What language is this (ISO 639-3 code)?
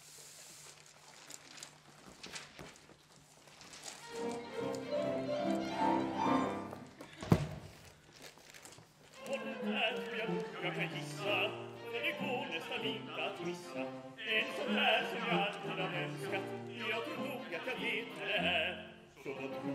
swe